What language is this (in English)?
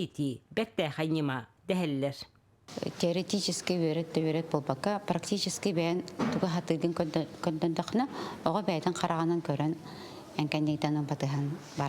Yakut